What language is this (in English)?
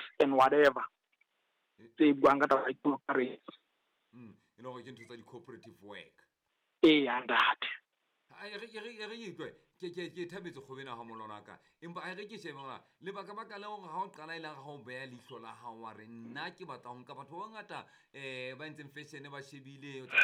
Southern Sotho